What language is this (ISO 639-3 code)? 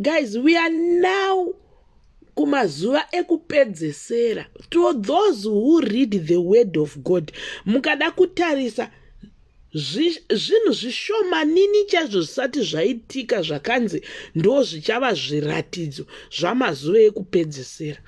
sna